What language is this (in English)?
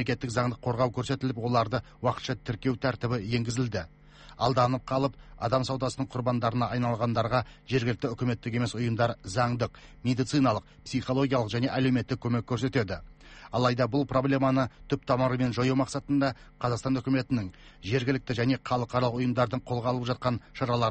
Kazakh